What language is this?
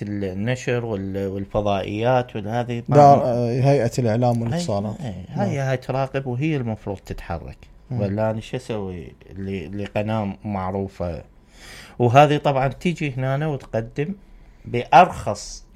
Mesopotamian Arabic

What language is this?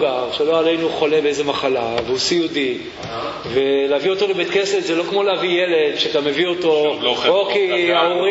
Hebrew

